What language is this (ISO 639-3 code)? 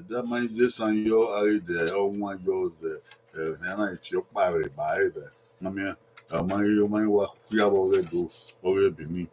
bin